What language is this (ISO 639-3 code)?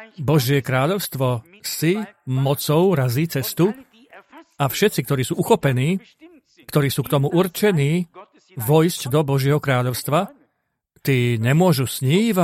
slk